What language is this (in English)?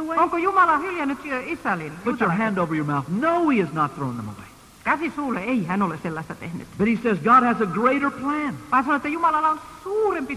Finnish